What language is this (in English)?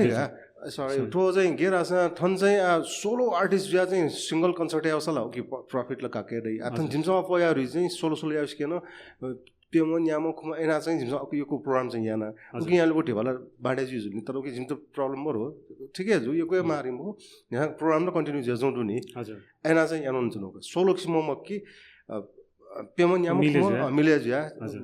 Newari